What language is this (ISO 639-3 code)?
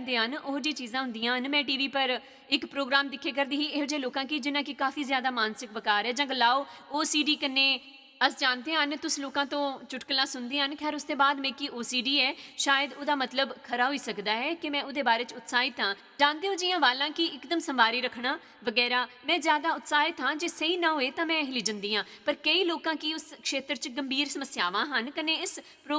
doi